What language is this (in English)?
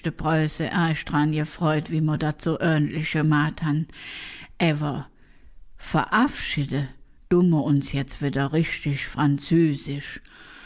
Colognian